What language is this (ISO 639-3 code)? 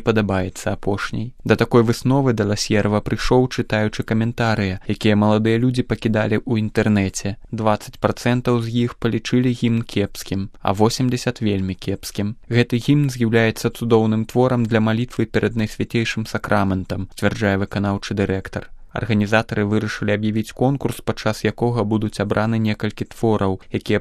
bel